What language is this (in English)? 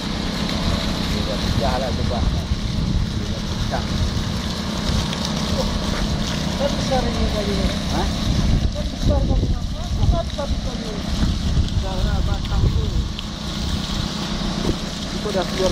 Malay